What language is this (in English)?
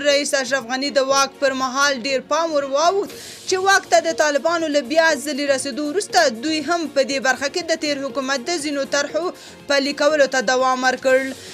Pashto